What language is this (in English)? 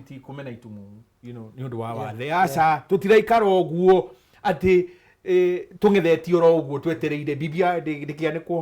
Kikuyu